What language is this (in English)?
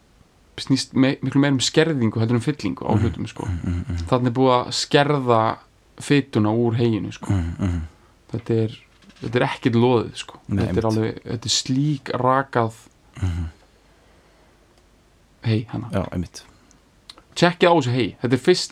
Icelandic